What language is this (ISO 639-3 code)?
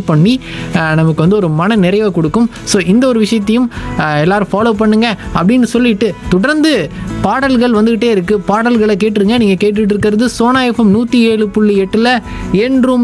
tam